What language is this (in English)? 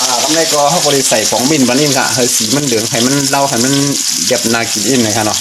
Shan